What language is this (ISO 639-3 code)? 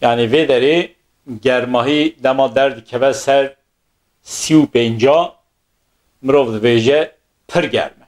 kur